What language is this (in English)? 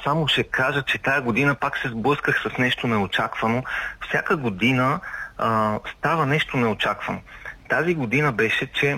Bulgarian